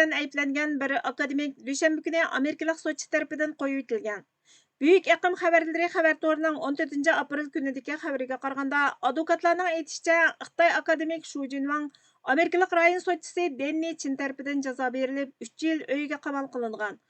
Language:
Uyghur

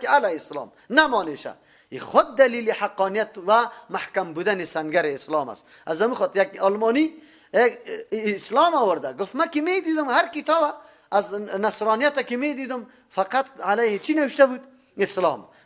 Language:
Persian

